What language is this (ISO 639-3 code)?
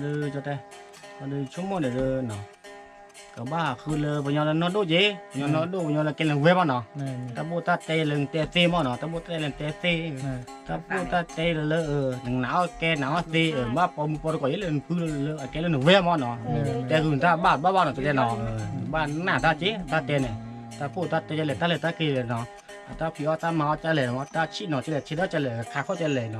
ksw